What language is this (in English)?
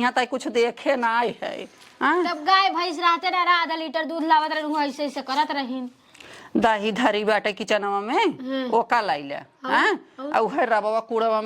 Awadhi